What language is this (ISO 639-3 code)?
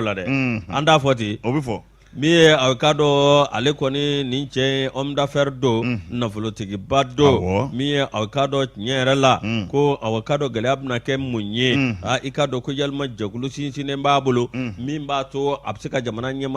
bam